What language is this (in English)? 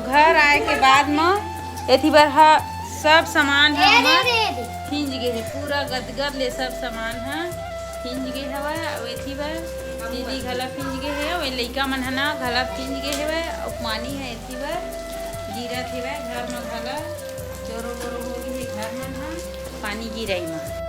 Chhattisgarhi